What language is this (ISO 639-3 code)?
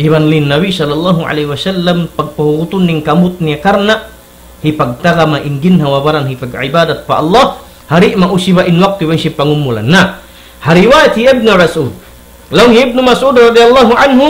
tsg